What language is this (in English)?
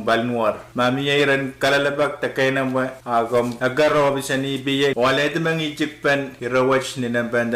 Pohnpeian